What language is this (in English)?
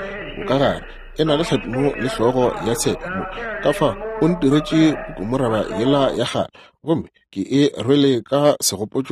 Northern Sotho